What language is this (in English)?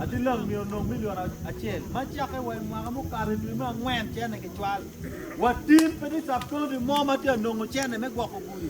Acoli